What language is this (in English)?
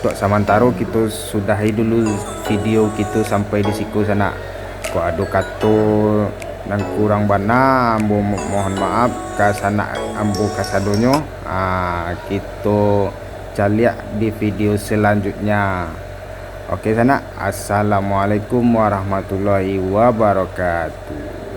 Minangkabau